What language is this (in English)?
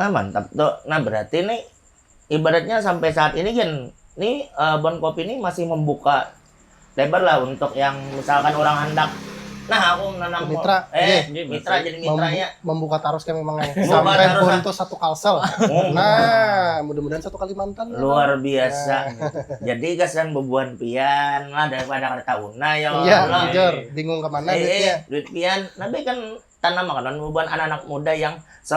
Banjar